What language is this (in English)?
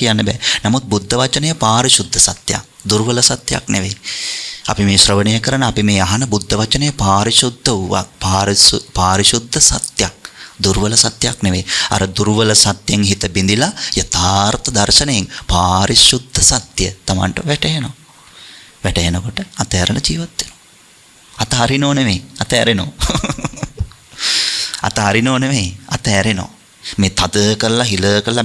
Sinhala